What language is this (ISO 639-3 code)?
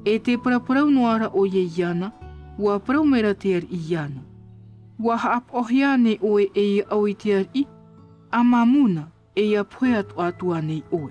tah